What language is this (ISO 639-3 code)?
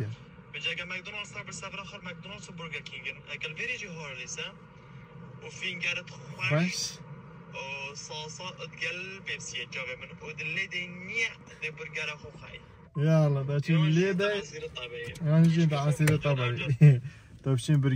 kur